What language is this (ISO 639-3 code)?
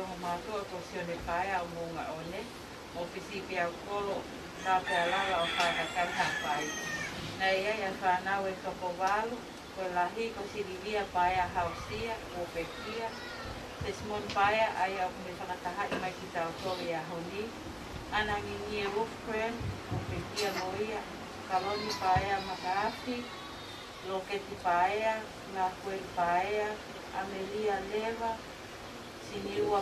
ton